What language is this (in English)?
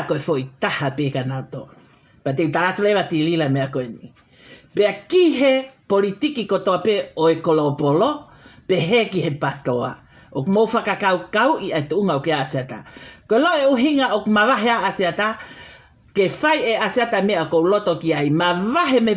Tongan